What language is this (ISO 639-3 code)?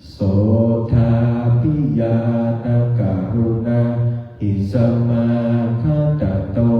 pli